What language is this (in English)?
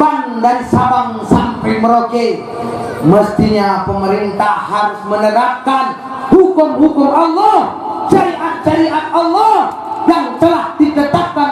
Achinese